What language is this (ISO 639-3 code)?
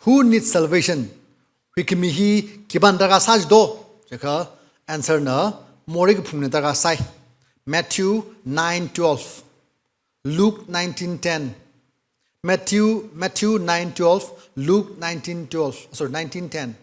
nmf